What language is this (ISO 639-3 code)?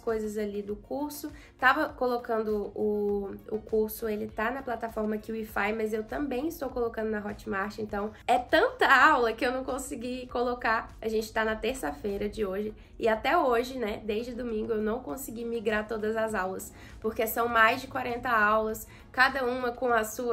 por